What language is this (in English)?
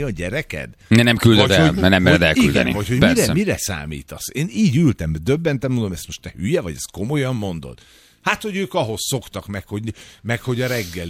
Hungarian